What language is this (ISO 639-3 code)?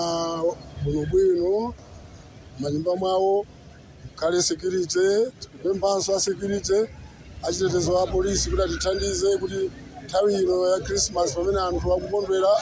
nya